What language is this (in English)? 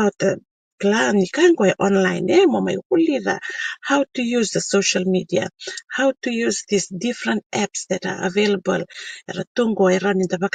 Fijian